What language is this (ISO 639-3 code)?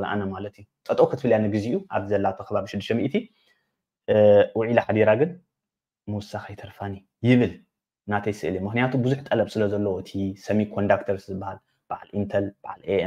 tir